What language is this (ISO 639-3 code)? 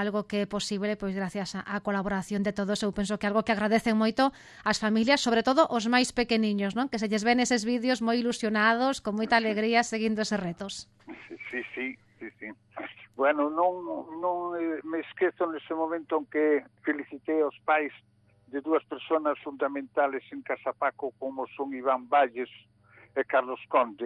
glg